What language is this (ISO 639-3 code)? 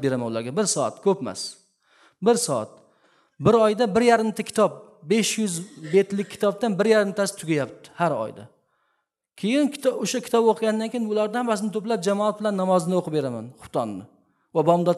uzb